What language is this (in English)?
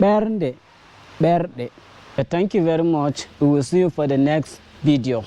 Fula